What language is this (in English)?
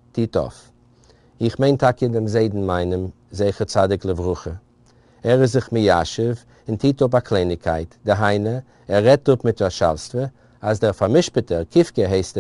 Yiddish